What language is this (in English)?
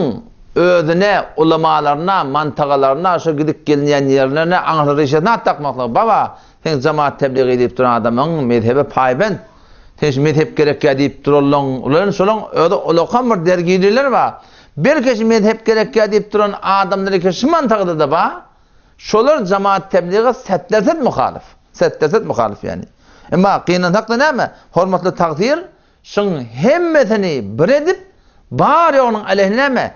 Turkmen